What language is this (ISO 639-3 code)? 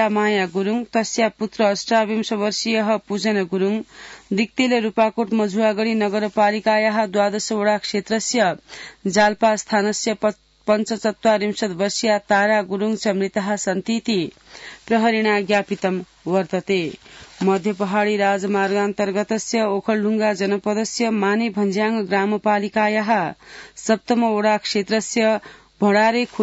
san